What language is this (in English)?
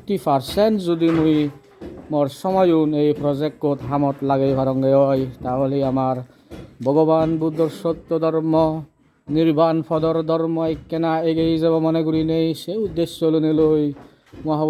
Chakma